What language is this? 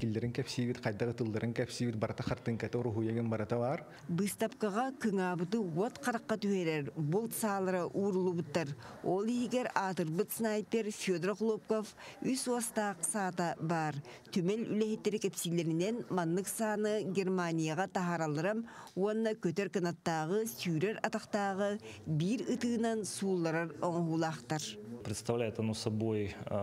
Yakut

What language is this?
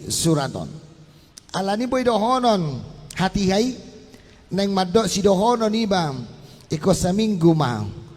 Batak Toba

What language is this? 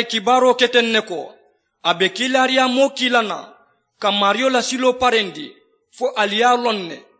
Mandingo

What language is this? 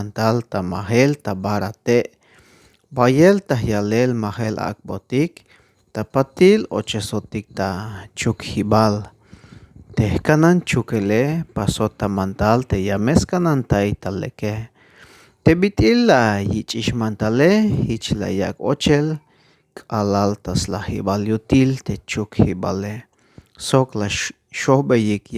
Tzeltal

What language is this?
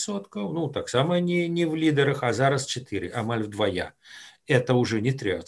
Belarusian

